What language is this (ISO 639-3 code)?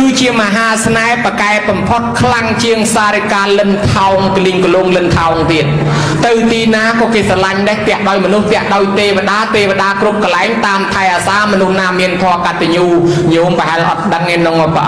khm